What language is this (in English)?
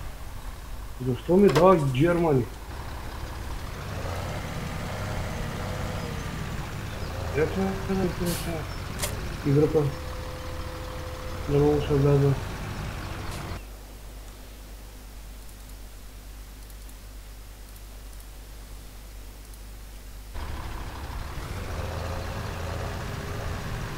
Bulgarian